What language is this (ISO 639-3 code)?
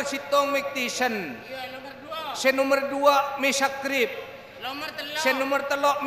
mad